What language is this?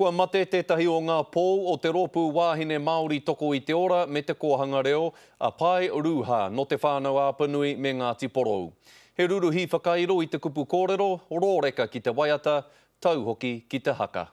Māori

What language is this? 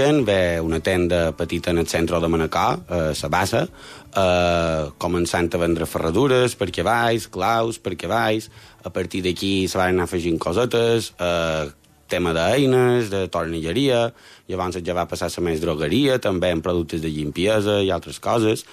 Catalan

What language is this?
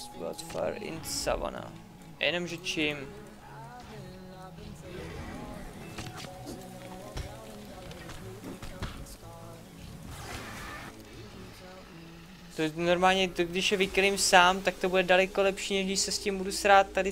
Czech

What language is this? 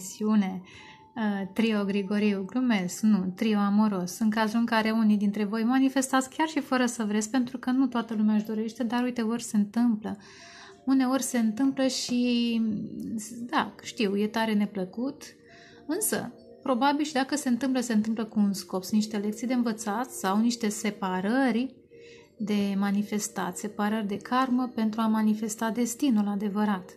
Romanian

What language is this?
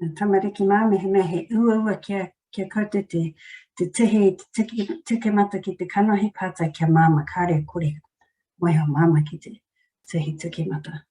Māori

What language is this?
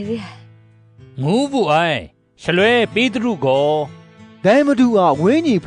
Kachin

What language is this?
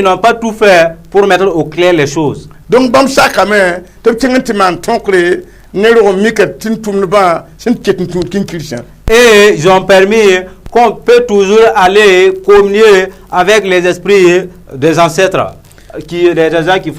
Mossi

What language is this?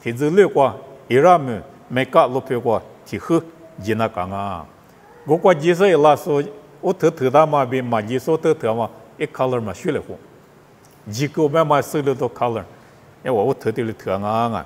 Lisu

